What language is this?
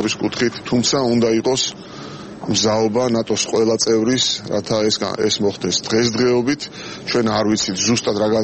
Georgian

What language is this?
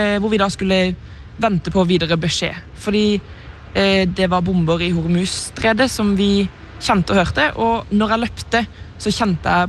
Norwegian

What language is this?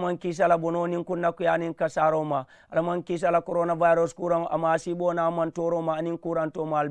Mandingo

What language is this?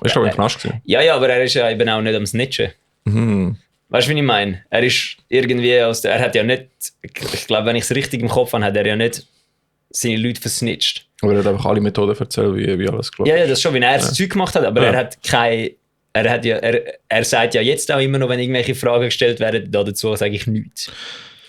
Swiss German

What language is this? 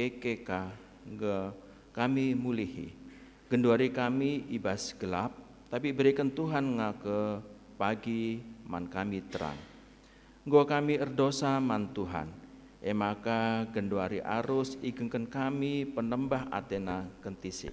Batak Karo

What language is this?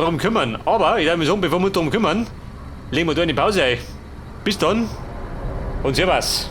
Bavarian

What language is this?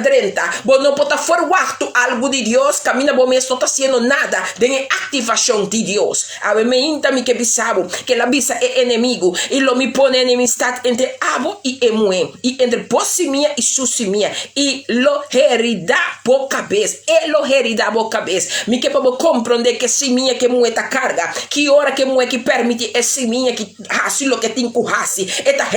Papiamento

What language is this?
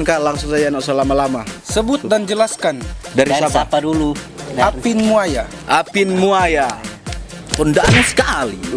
Manado Malay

